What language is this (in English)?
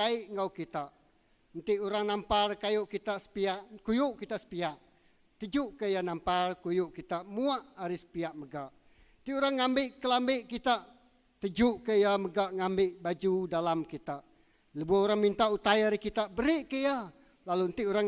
Iban